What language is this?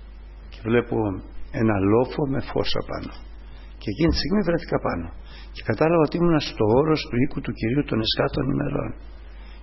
Greek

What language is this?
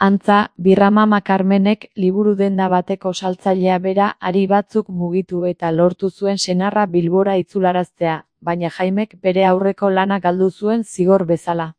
Basque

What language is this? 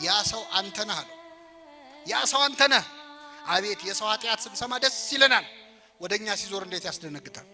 Amharic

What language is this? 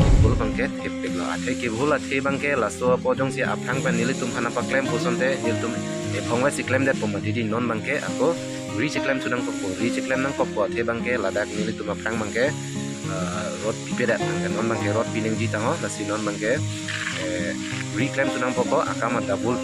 Karbi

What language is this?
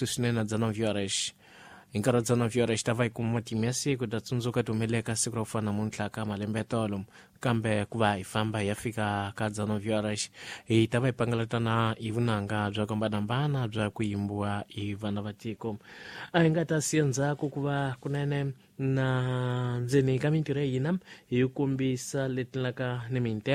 Tsonga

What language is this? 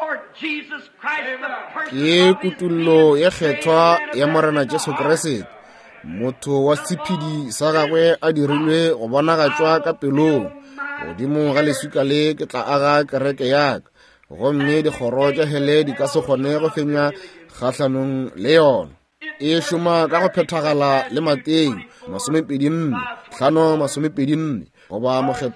Northern Sotho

